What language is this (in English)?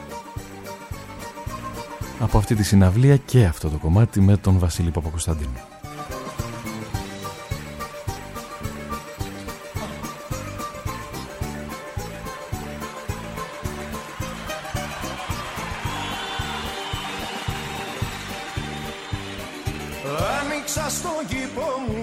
Greek